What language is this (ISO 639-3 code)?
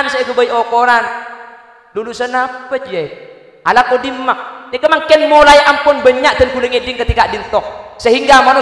mad